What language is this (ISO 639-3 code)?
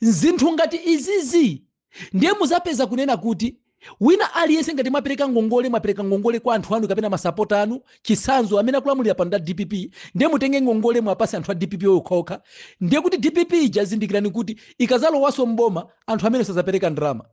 nya